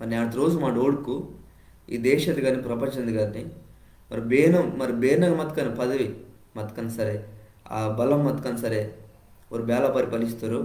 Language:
Koya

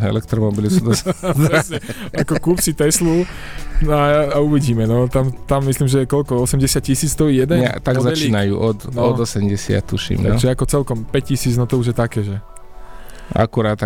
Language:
Slovak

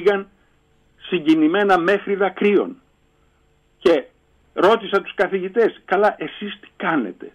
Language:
Greek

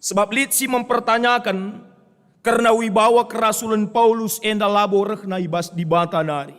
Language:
Batak Karo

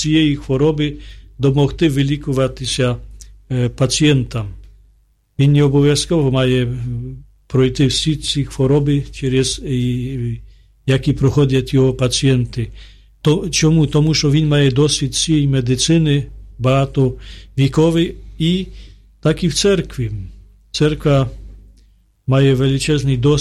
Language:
Ukrainian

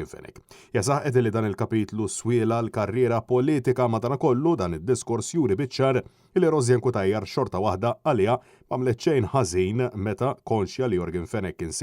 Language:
Maltese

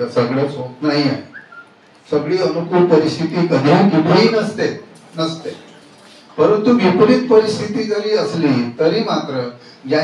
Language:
Marathi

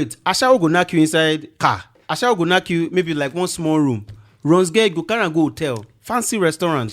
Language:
Nigerian Pidgin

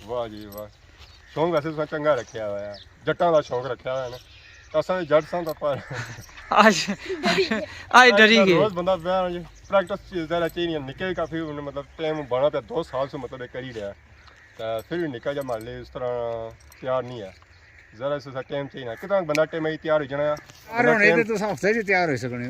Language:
Pahari-Potwari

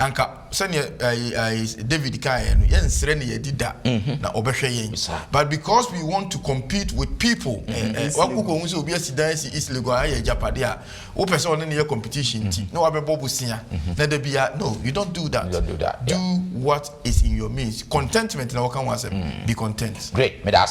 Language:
Akan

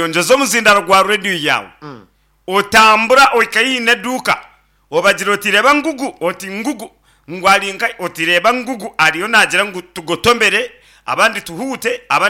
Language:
Nyankole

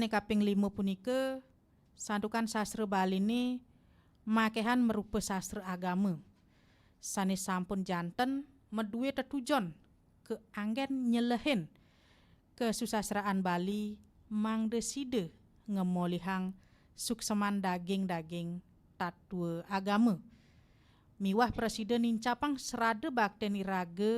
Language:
Balinese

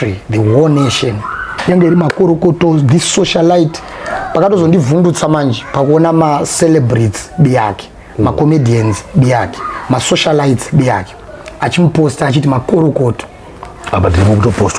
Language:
Shona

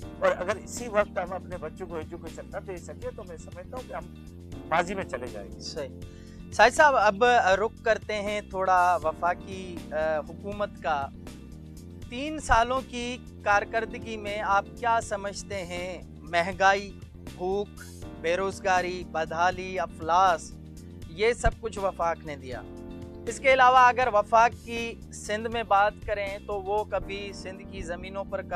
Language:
Urdu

